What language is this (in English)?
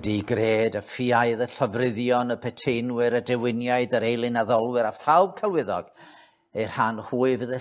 Welsh